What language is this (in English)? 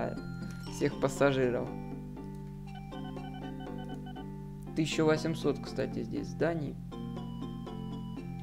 Russian